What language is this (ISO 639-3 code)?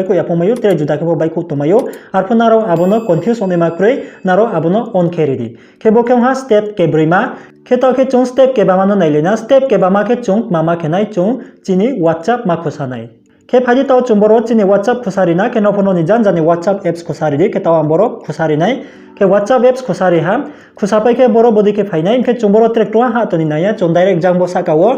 ria